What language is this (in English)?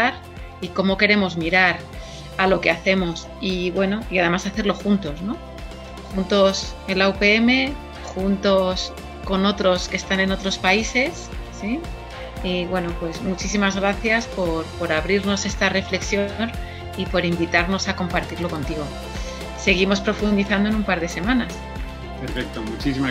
Spanish